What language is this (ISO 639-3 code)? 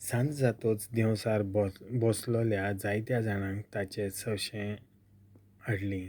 kok